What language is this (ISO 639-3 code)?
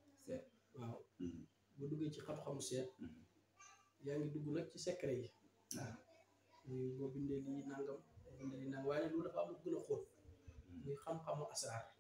wol